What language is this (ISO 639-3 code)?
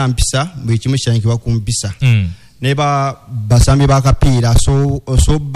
lug